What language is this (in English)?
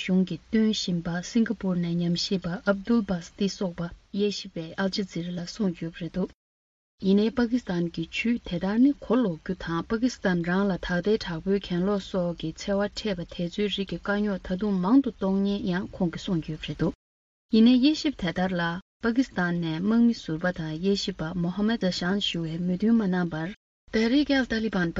Tibetan